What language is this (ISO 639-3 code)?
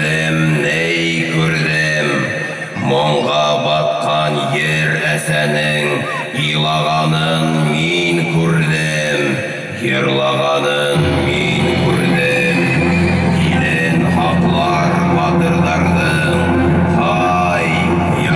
bak